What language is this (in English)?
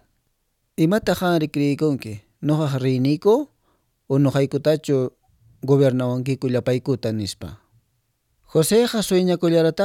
Quechua